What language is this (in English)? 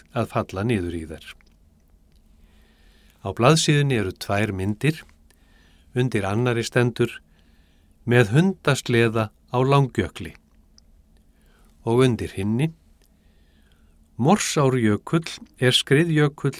Icelandic